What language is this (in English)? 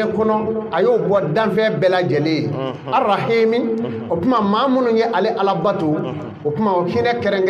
Bambara